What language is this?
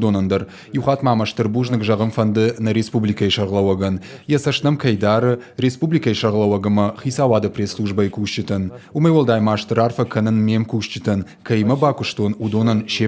Ossetic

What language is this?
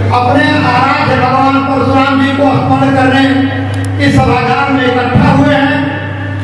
Hindi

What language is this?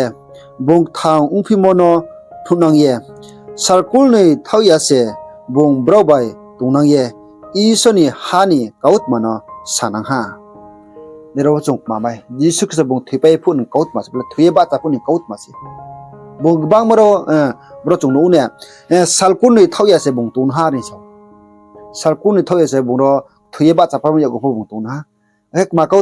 Riang (India)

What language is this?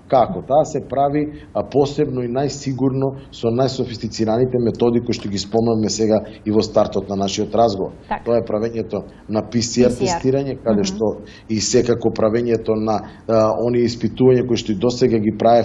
Macedonian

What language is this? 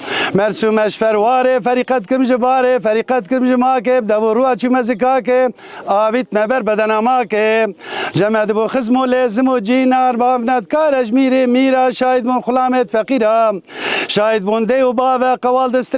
Kurdish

